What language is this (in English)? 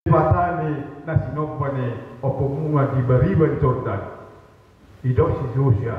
Batak Toba